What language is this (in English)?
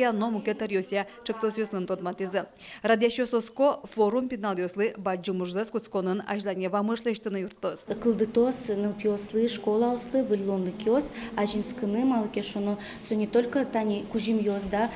Udmurt